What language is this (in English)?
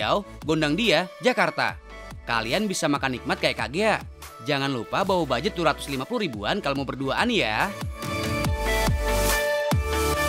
Indonesian